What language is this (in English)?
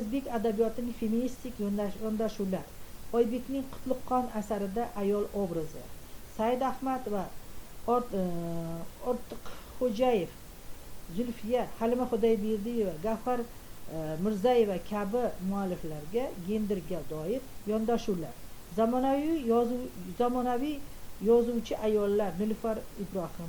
Uzbek